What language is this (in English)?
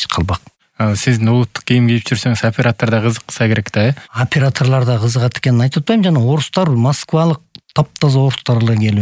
Kyrgyz